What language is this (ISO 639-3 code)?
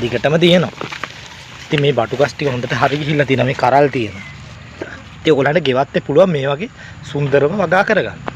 sin